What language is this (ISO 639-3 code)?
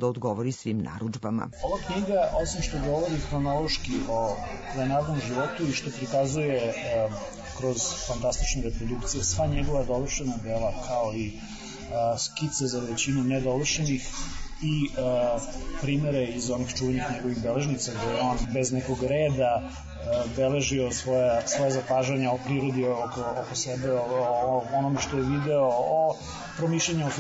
srp